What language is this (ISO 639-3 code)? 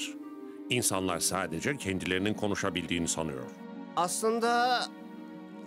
tur